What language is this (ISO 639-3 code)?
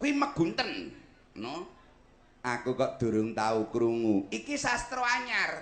jav